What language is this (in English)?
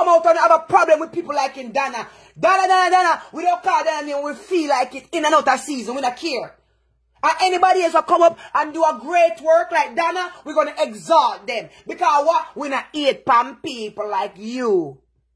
Jamaican Creole English